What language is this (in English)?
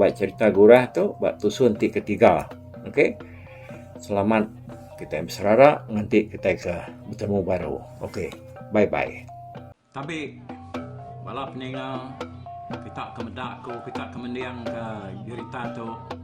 Iban